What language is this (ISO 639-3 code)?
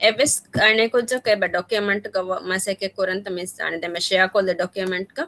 div